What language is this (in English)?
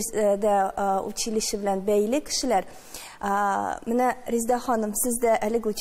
Tatar